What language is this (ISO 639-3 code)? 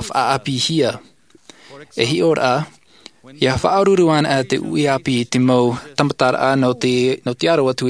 tah